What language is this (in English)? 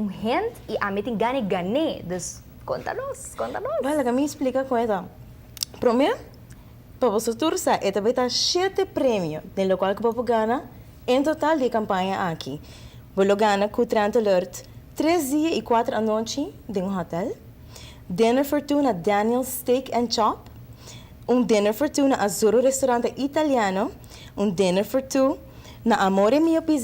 Papiamento